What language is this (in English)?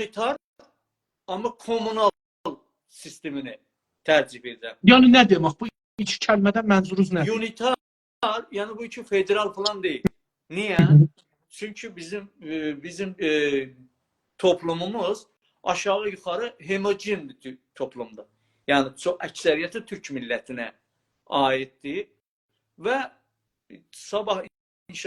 South Azerbaijani